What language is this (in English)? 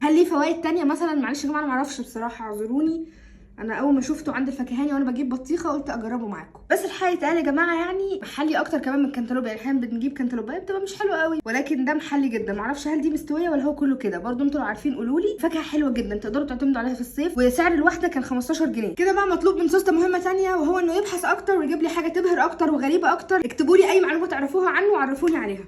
Egyptian Arabic